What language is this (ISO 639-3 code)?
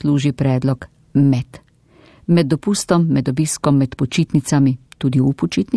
slv